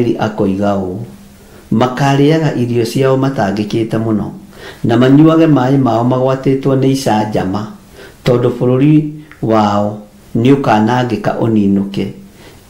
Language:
Kikuyu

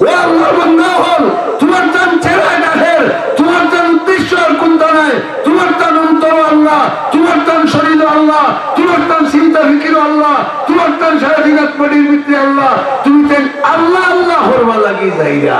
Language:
Sylheti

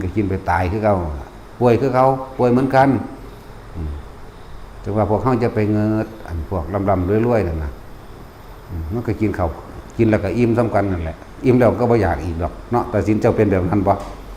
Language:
Northeastern Thai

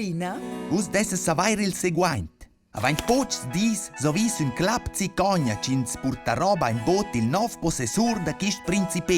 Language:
Romansh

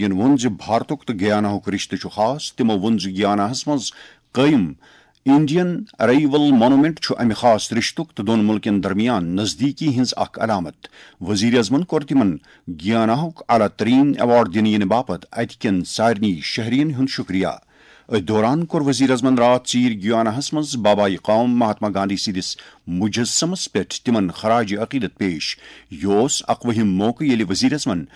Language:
Kashmiri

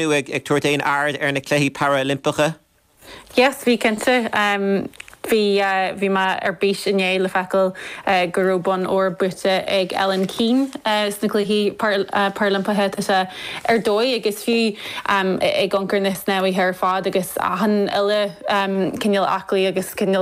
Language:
Irish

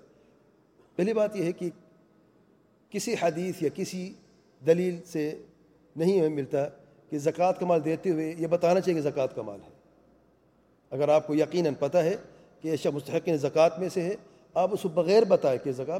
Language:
Urdu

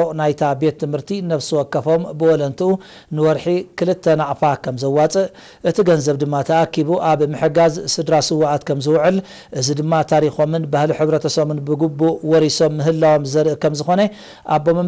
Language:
Tigrinya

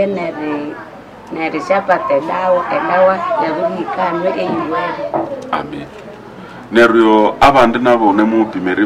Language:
Nande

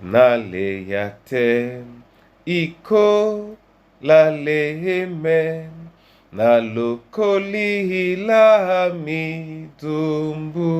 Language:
Duala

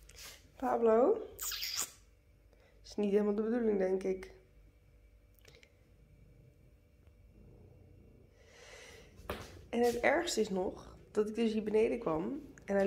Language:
Dutch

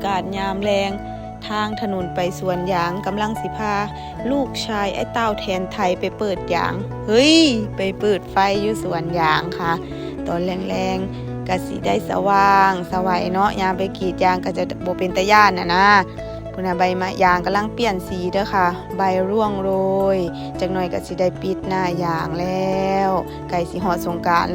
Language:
Northeastern Thai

